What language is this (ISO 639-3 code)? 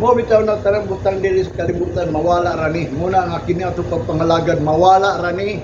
ceb